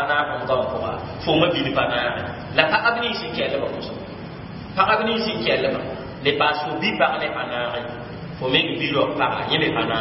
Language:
Mossi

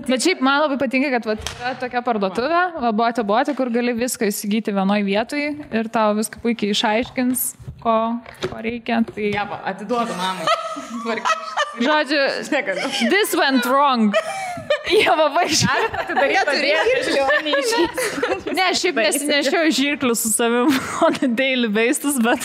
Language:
Lithuanian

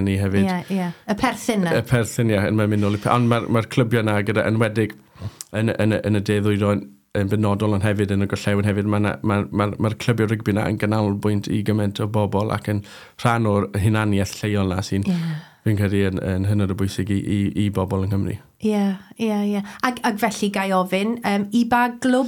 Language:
Welsh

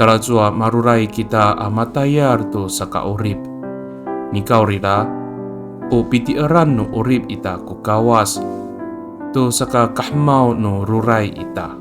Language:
Amis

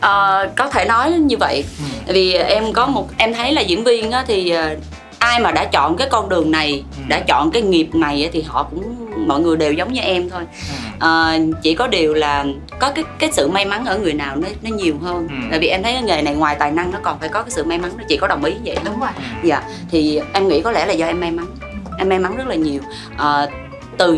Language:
Vietnamese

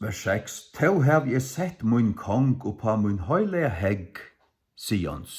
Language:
Faroese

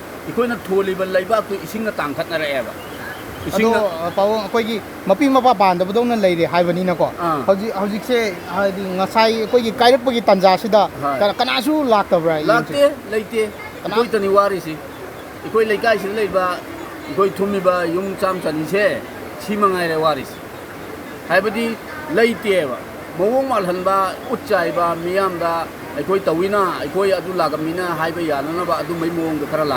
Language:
Manipuri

